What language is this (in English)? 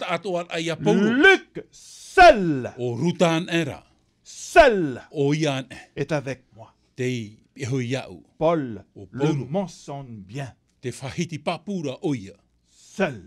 Tahitian